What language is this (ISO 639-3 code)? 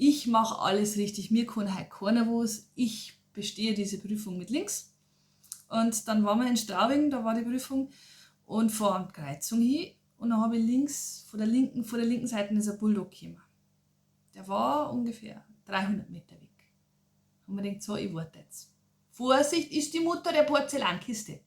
bar